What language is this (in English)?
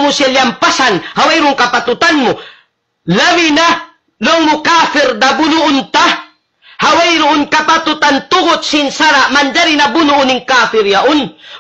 Tausug